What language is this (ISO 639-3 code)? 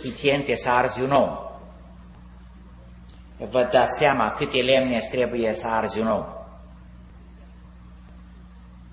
ron